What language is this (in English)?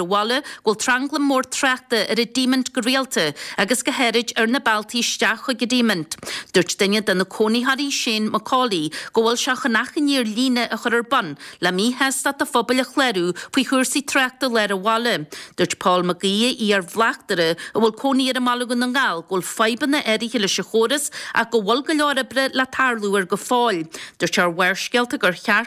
Irish